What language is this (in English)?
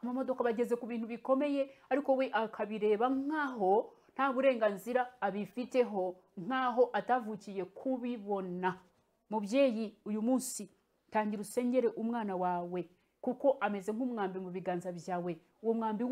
Kinyarwanda